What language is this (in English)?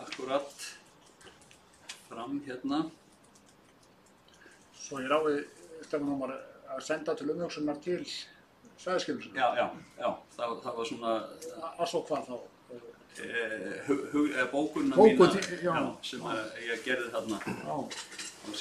Icelandic